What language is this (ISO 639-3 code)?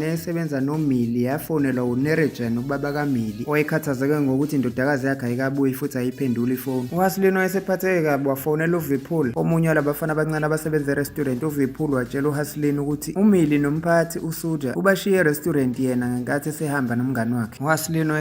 zul